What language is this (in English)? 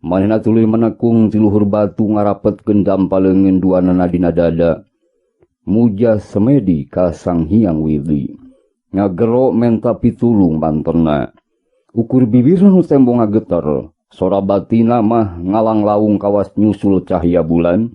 Sundanese